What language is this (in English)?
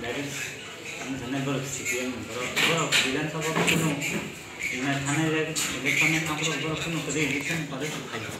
Kok Borok